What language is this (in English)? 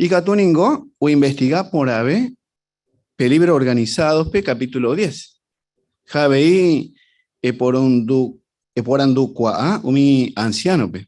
Guarani